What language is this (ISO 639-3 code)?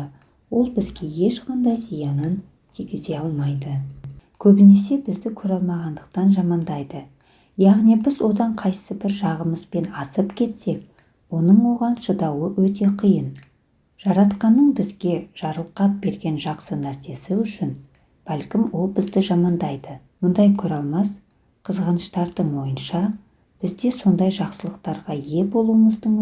kaz